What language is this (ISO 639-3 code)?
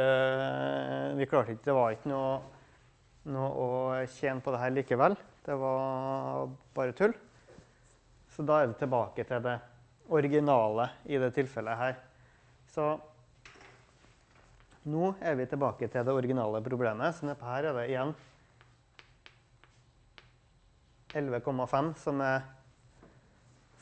nor